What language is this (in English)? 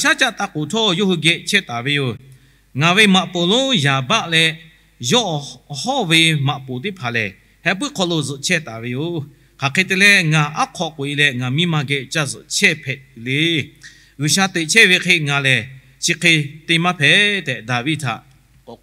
Lahu